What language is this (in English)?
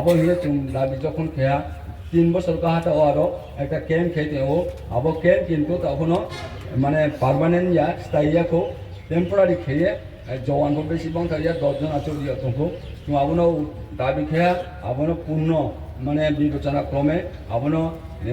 Riang (India)